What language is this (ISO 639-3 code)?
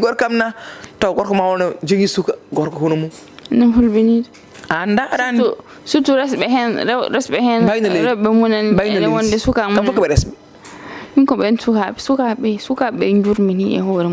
ful